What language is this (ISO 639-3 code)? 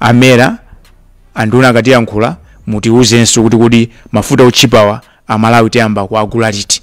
nya